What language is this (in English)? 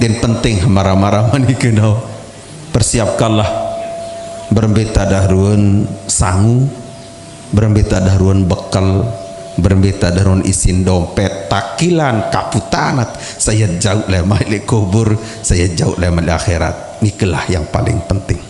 Sasak